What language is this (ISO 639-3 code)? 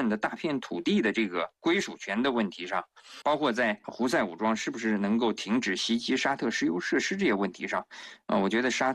zho